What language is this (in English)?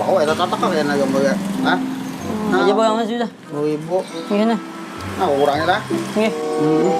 Banjar